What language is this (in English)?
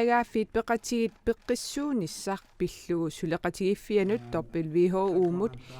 Kalaallisut